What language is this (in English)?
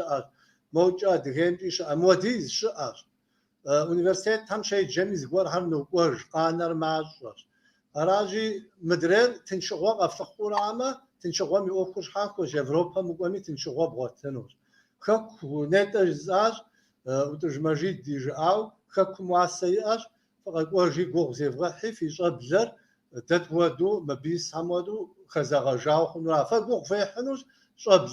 Kabardian